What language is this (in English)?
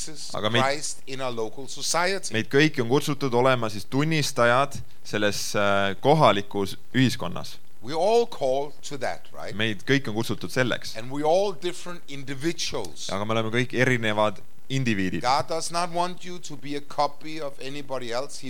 Estonian